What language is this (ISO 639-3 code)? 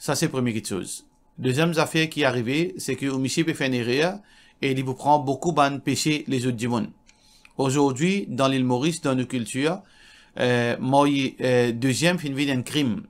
mfe